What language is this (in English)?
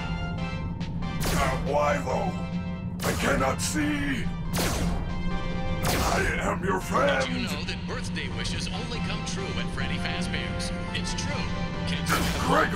English